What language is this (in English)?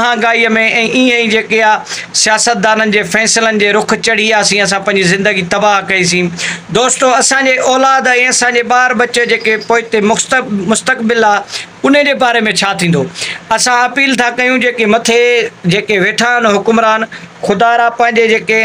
Sindhi